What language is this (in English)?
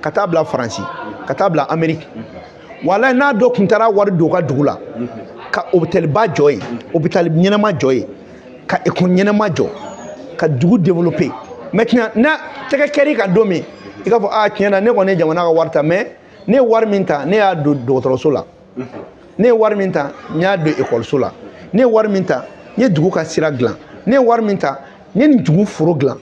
Bambara